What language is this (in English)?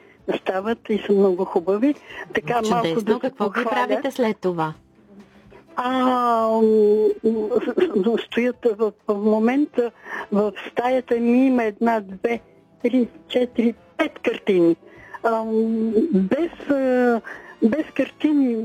Bulgarian